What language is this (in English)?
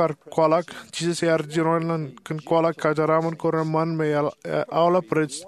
Marshallese